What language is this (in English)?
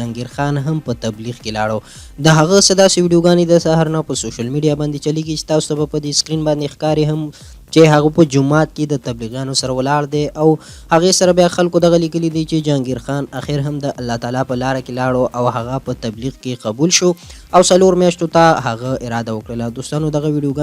Pashto